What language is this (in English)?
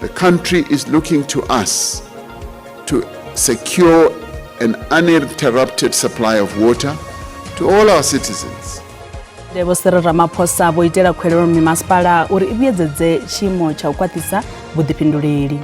Venda